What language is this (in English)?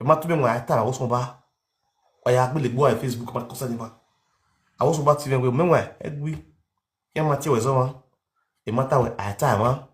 Nigerian Pidgin